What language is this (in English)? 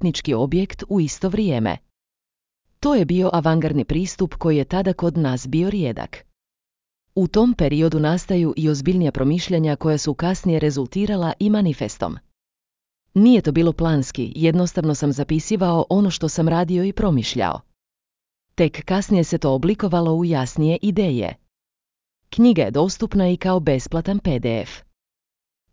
Croatian